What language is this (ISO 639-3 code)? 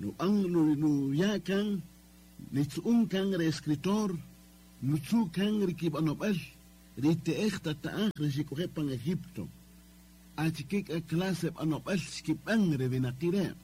cak